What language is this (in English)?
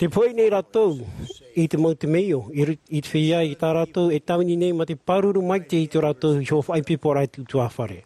Tahitian